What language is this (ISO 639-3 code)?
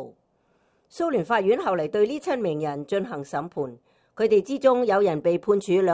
yue